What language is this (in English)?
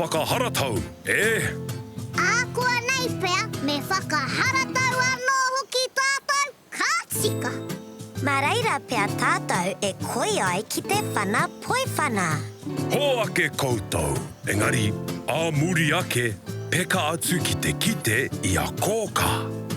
Māori